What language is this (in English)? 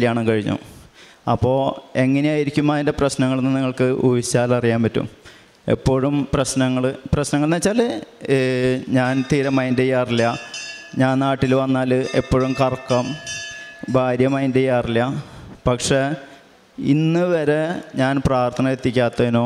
Malayalam